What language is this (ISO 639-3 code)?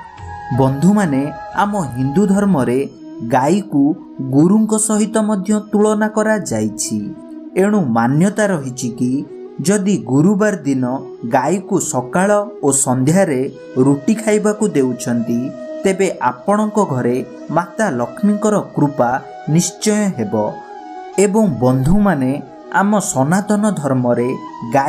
ori